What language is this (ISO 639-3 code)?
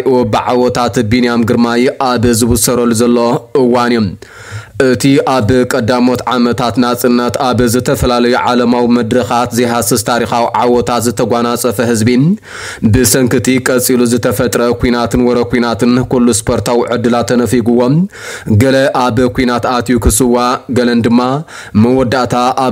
tir